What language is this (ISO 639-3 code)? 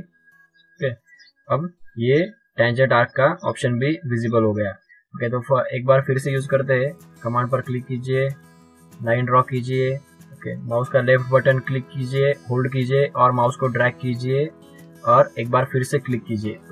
hin